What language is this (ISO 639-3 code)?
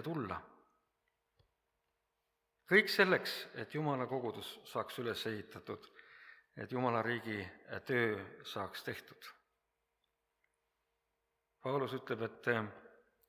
est